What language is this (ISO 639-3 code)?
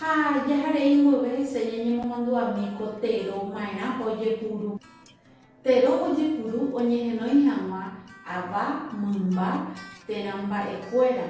grn